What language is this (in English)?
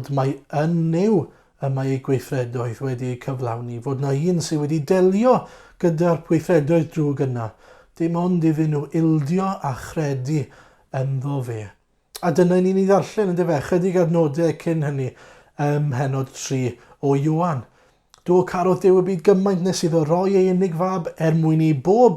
Welsh